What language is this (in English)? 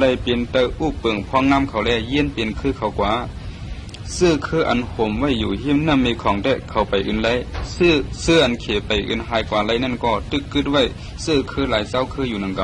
Shan